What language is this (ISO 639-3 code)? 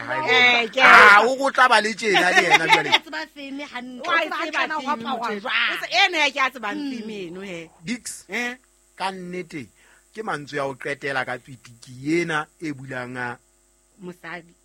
sot